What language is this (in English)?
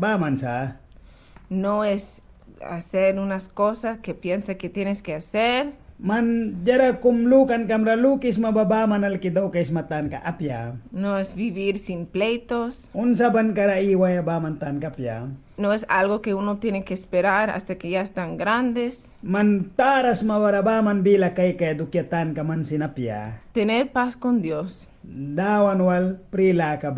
Mískito